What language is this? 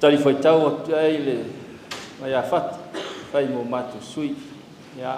Samoan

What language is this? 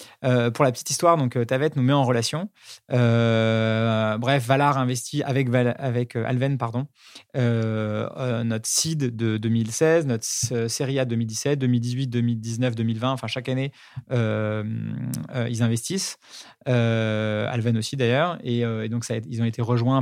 French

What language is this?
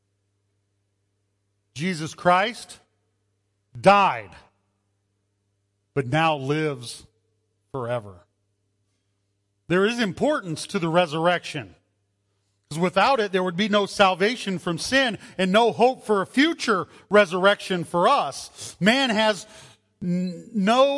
English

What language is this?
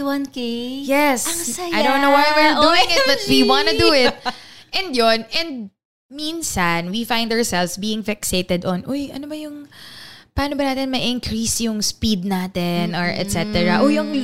Filipino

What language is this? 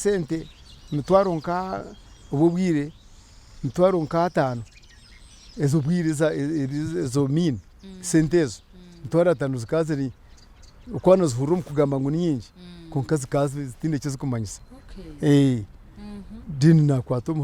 Nyankole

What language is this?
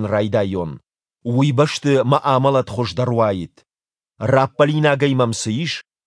Ossetic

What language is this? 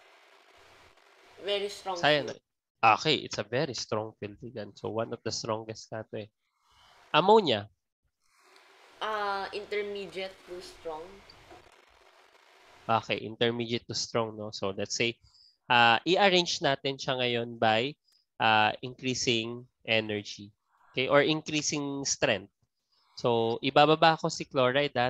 Filipino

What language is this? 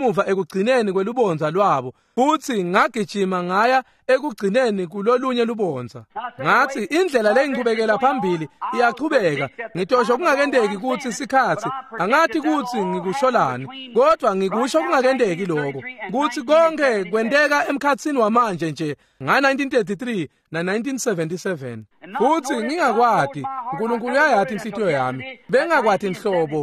Swati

